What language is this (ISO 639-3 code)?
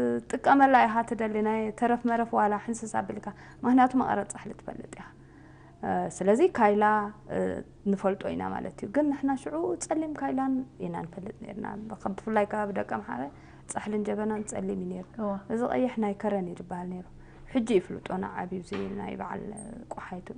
tir